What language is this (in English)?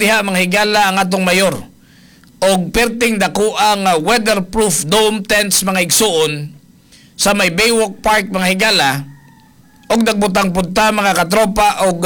Cebuano